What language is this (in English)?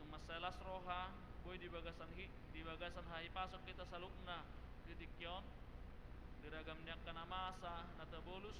Batak Toba